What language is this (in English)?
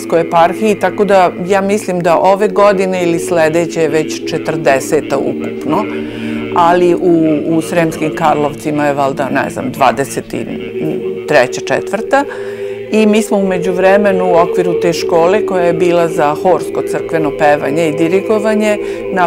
Serbian